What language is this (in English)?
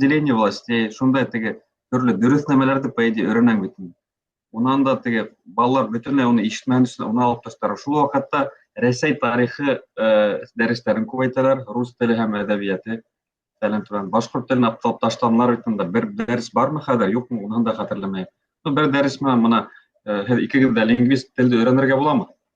Bashkir